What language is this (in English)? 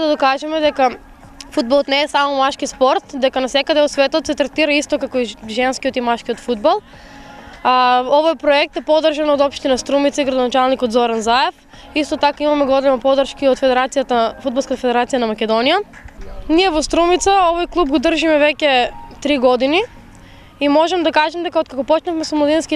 Macedonian